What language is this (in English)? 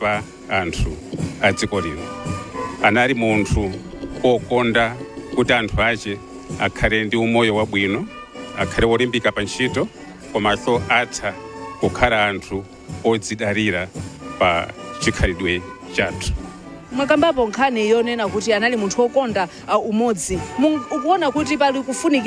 Nyanja